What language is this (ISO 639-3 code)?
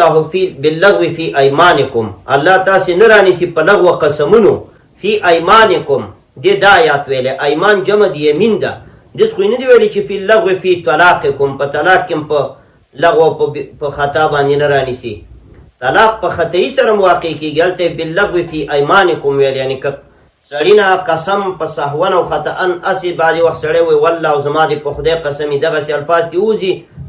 pus